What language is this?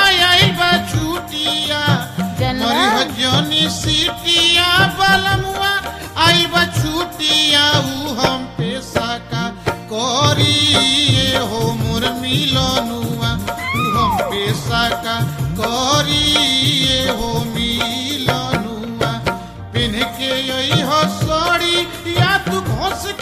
Bhojpuri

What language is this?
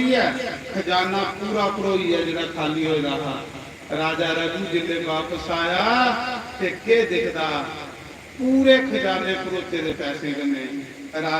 Dogri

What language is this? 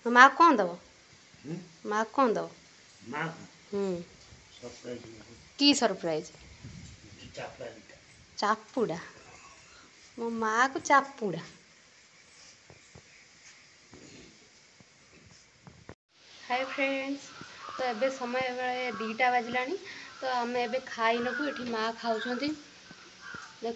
Odia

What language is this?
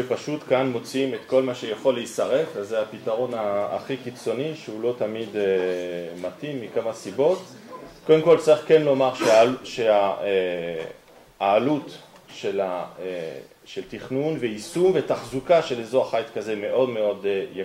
Hebrew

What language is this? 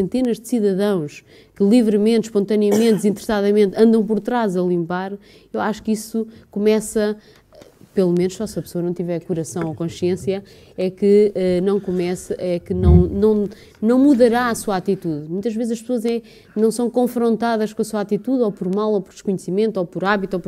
Portuguese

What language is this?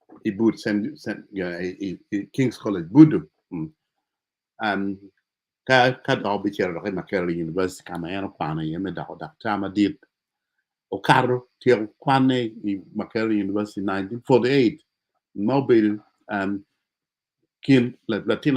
Acoli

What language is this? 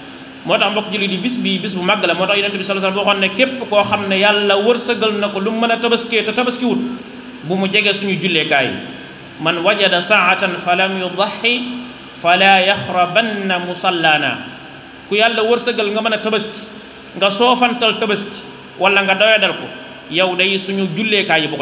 Wolof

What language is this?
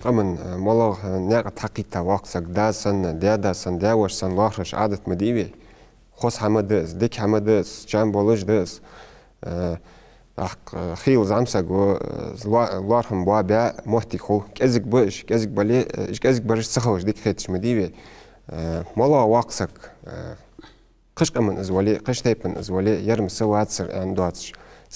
Ingush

